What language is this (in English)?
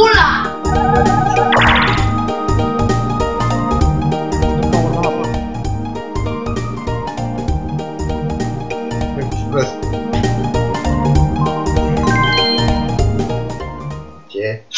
Romanian